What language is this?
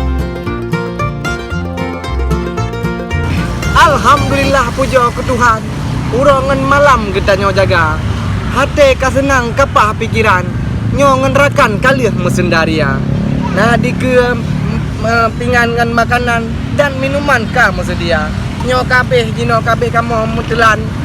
Achinese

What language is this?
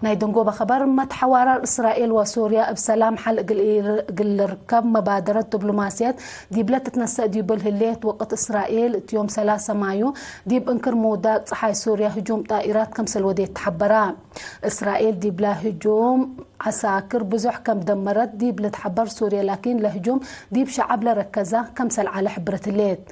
Tigre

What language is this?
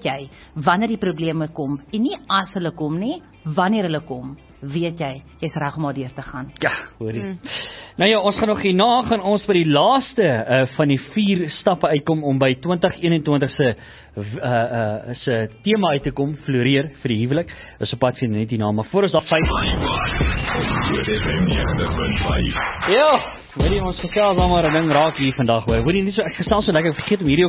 Afrikaans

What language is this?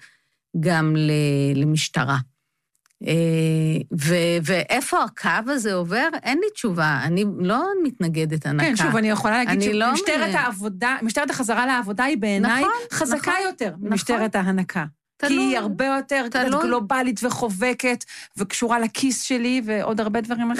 Hebrew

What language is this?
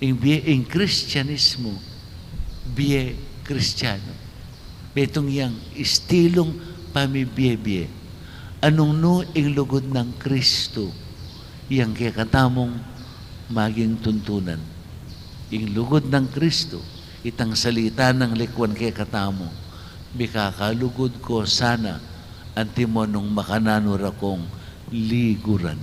Pampanga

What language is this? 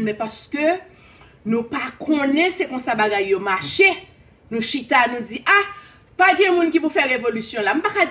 Haitian Creole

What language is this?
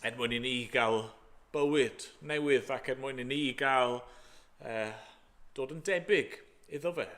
Welsh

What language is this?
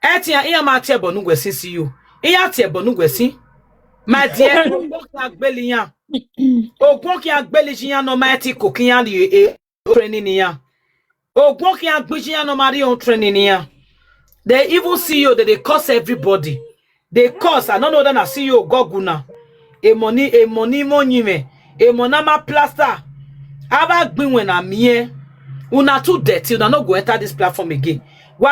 Nigerian Pidgin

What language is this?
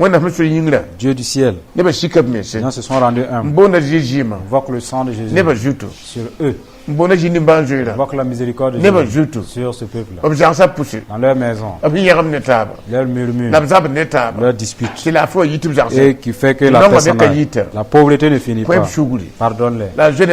Mossi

